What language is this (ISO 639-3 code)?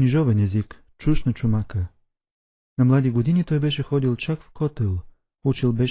bul